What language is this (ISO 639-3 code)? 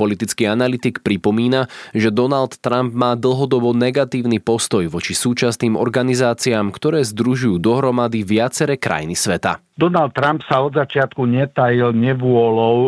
slk